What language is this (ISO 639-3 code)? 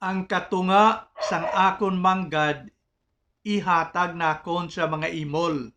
hil